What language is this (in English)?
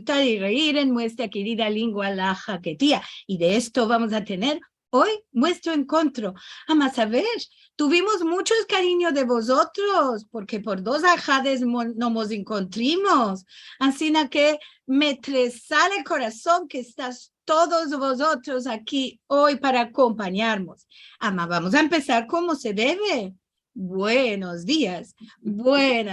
Ladino